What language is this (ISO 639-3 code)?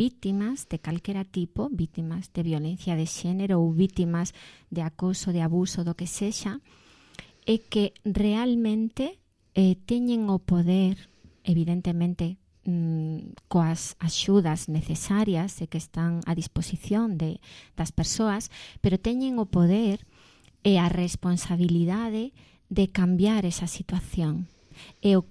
glg